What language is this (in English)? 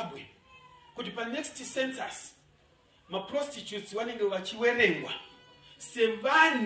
Shona